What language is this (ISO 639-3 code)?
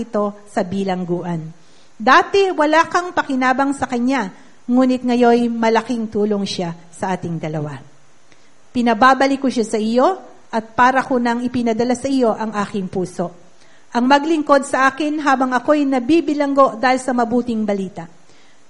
fil